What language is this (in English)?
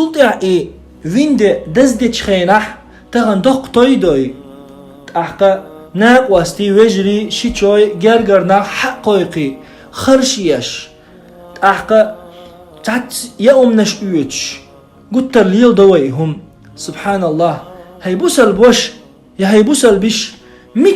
Chechen